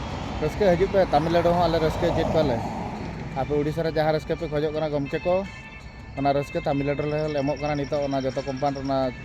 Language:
Santali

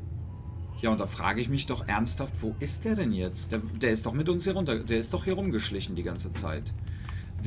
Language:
German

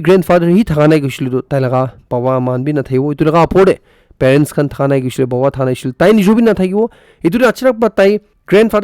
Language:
Naga Pidgin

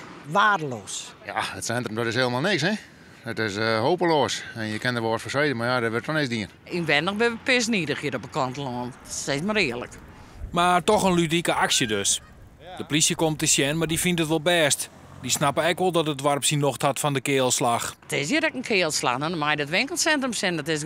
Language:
Western Frisian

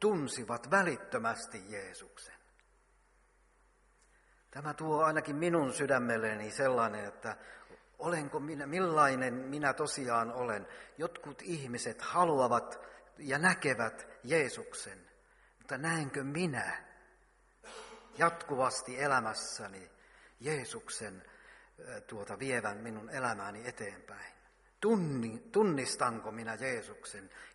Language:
Finnish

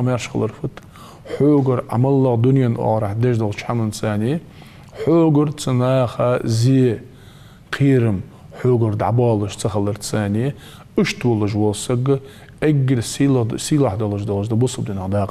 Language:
Ingush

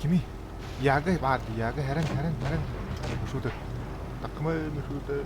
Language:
Yakut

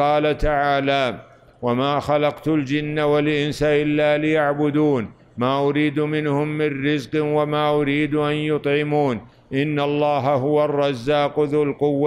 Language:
Arabic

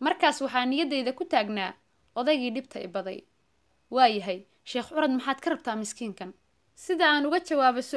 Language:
Somali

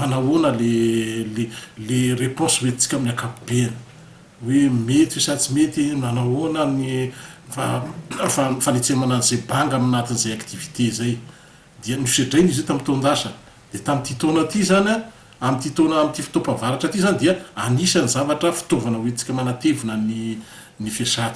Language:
Malagasy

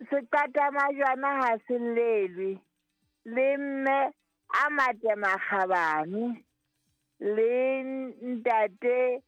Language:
Southern Sotho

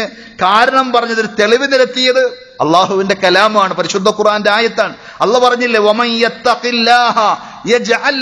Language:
Malayalam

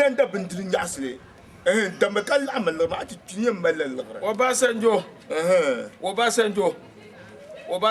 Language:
Dagbani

